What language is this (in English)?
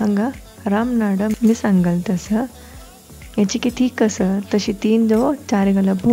Konkani